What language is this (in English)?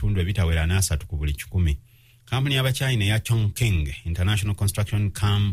Ganda